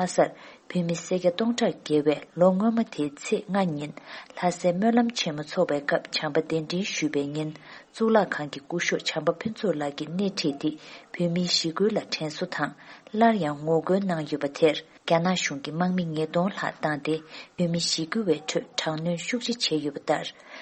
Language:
Tibetan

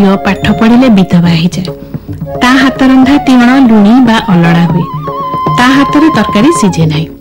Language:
Odia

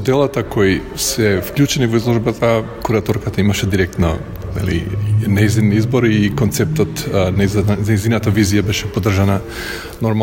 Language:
Macedonian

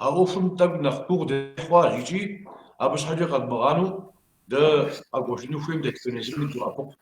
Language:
Kabardian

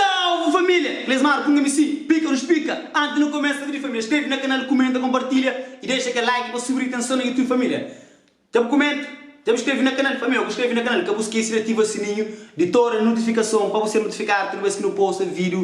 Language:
Kabuverdianu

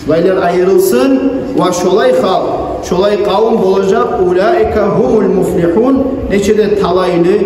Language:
Kumyk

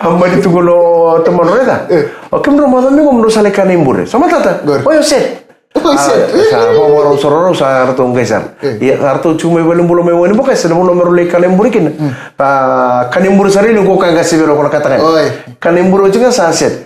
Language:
Fijian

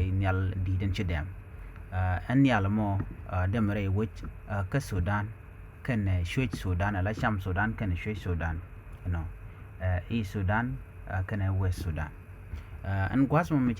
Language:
Nuer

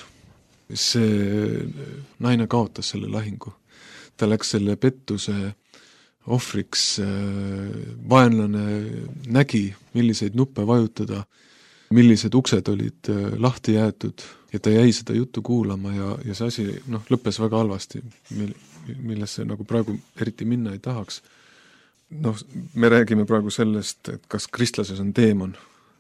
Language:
Estonian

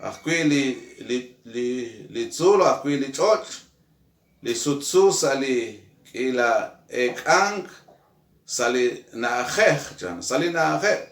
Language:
Kekchí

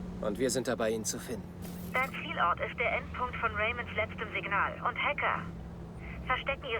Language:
Bavarian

